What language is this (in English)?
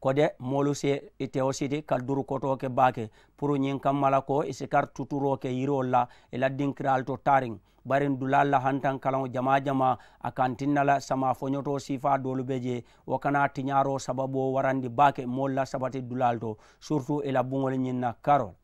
Mandingo